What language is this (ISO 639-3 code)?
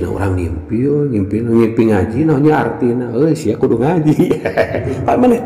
sun